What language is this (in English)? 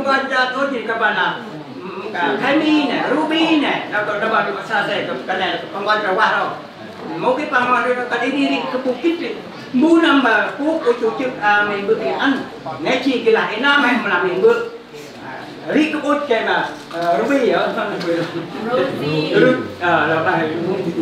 Central Mnong